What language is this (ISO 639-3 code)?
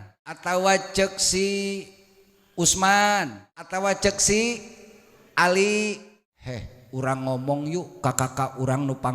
sun